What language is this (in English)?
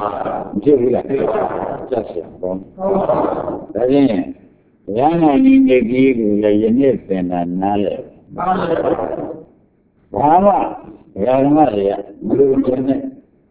Burmese